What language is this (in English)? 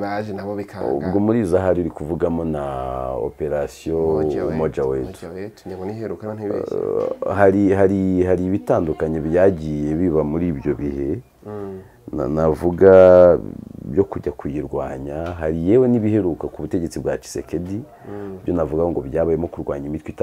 Kinyarwanda